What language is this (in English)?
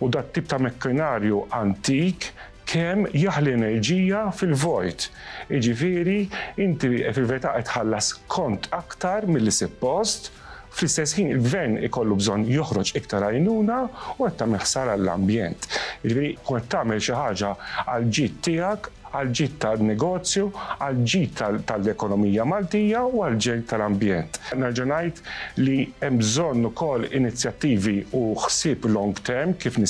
Maltese